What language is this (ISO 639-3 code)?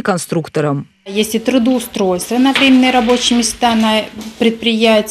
rus